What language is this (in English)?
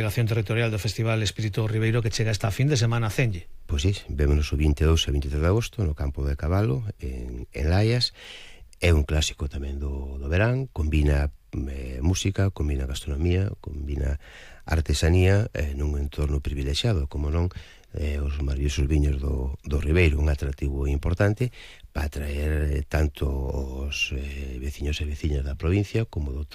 Galician